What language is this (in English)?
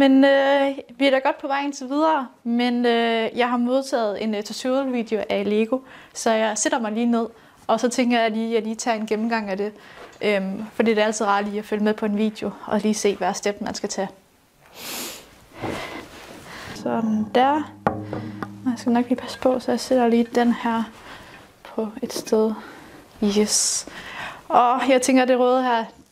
Danish